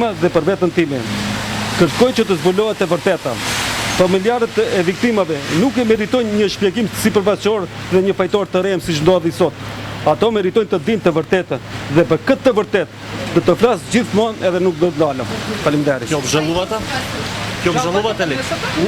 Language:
Albanian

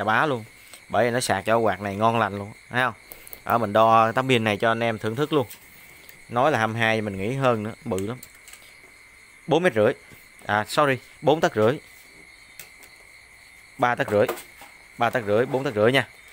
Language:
Vietnamese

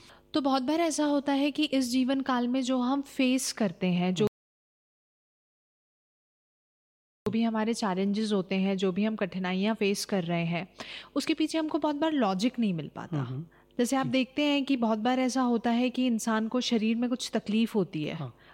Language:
Hindi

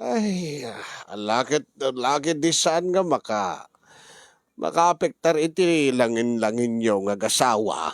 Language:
Iloko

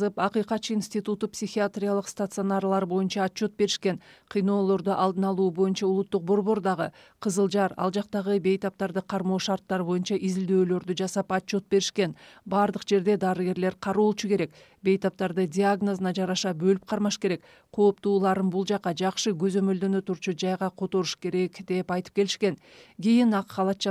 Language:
Kyrgyz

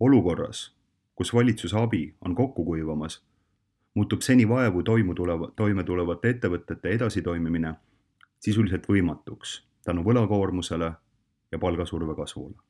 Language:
Estonian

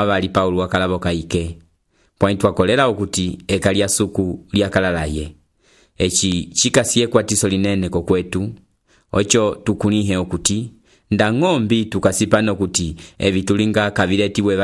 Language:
Umbundu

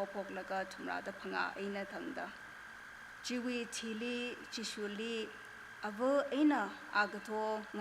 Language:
Tangkhul Naga (India)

